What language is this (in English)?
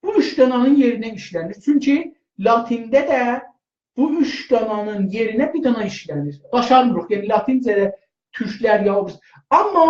South Azerbaijani